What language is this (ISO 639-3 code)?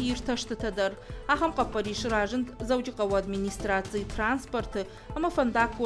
oss